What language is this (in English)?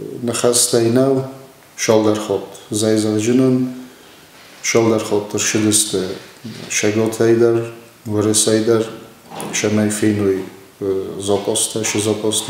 Ossetic